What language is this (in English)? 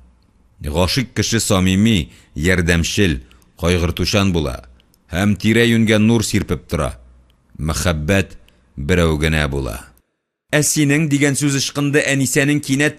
Tatar